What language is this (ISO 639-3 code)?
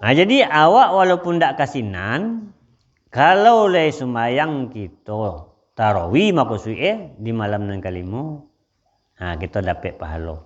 min